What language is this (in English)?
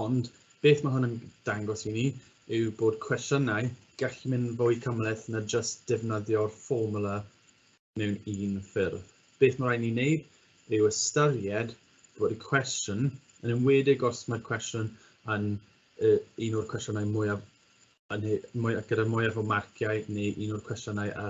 Welsh